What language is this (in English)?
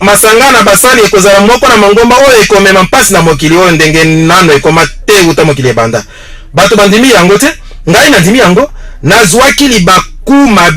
Lingala